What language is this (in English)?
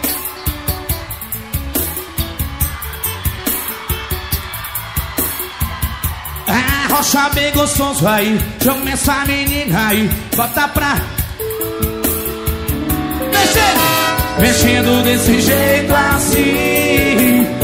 Portuguese